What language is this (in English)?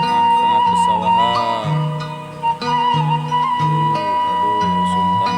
Sundanese